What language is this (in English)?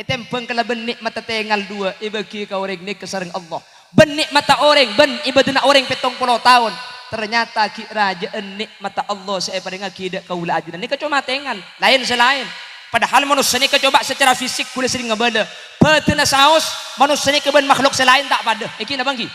Madurese